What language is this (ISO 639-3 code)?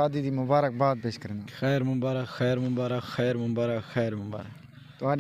skr